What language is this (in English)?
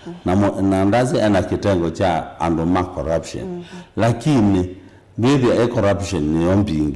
Kamba